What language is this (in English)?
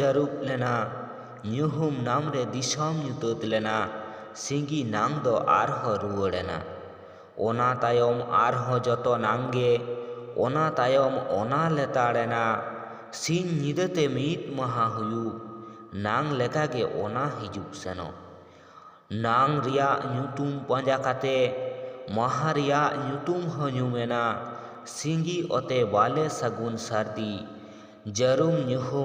Santali